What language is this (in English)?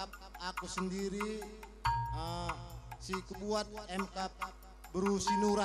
Batak Karo